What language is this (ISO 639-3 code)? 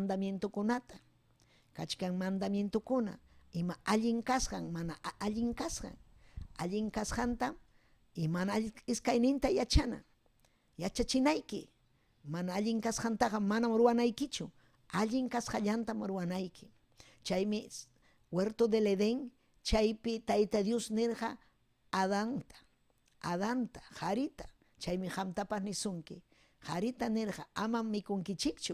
quy